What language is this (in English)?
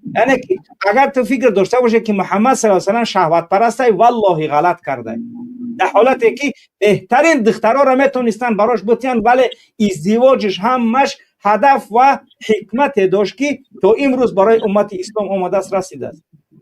Tajik